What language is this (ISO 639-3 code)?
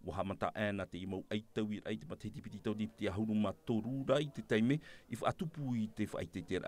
tah